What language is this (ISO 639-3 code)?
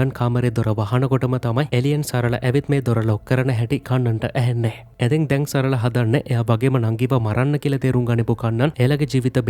sin